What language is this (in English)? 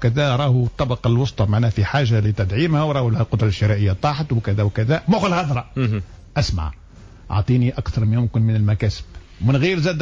Tunisian Arabic